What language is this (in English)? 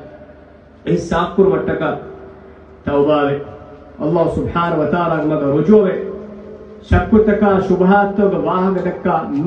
Divehi